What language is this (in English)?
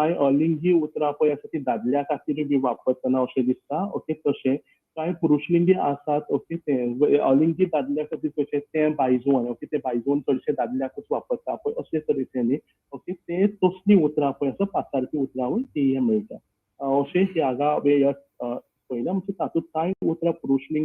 Konkani